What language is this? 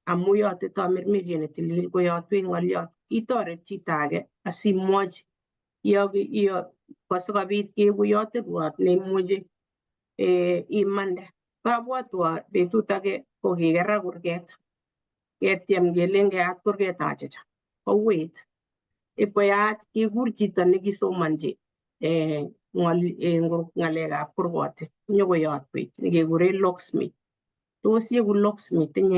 Kalenjin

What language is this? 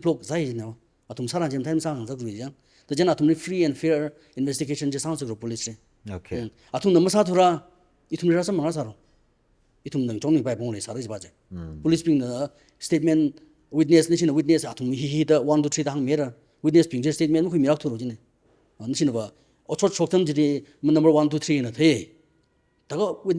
Tangkhul Naga (India)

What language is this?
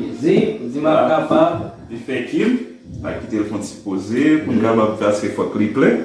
Haitian Creole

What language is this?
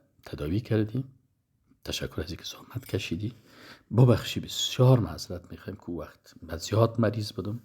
Persian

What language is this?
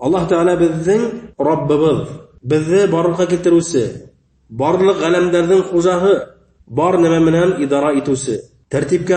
Bashkir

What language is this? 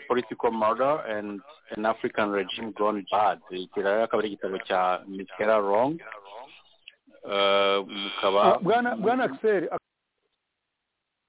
Kinyarwanda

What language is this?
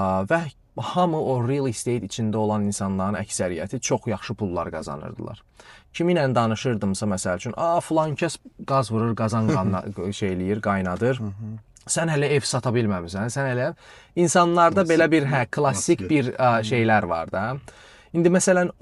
Azerbaijani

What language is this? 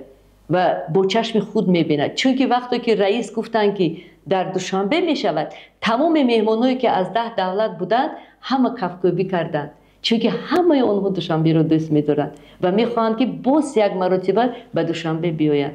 Tajik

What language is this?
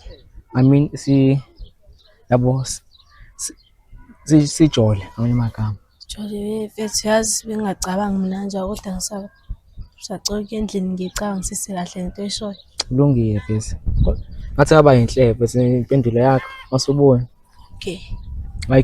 Zulu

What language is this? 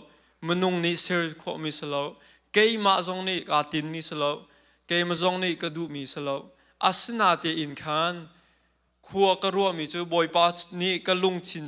Hakha Chin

